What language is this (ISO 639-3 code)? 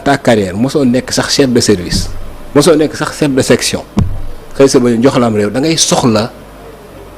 wol